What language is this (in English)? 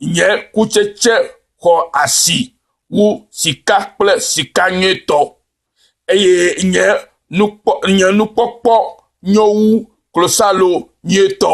Ewe